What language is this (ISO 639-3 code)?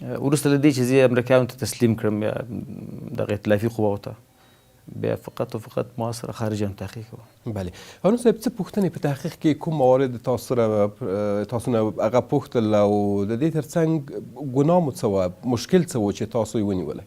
pus